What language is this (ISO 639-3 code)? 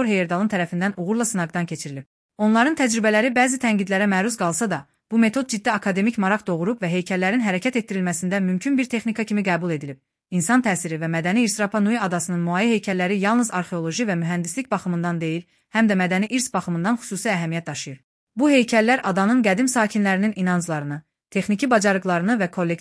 aze